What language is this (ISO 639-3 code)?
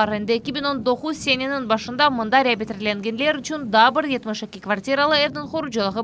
crh